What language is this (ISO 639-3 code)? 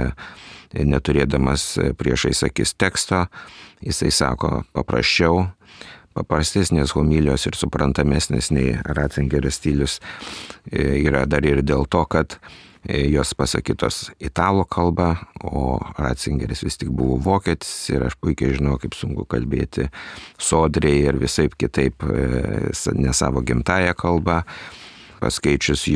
lit